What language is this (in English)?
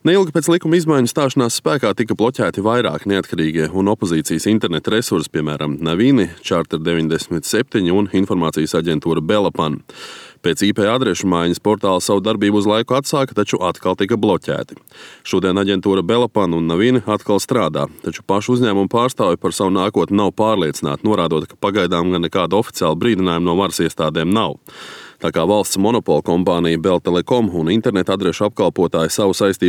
Latvian